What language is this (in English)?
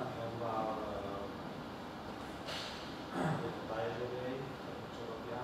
Slovak